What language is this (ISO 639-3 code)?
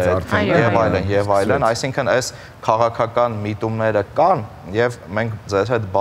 hye